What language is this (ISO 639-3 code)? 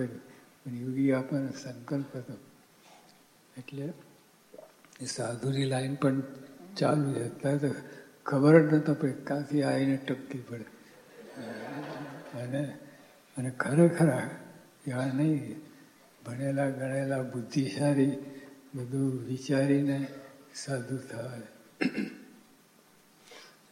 guj